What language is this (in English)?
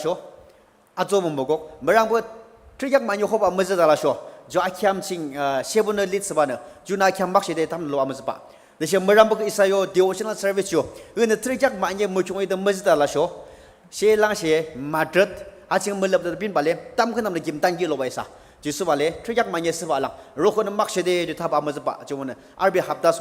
Naga Pidgin